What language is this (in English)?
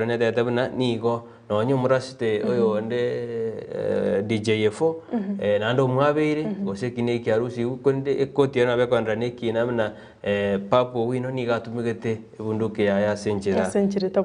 Gusii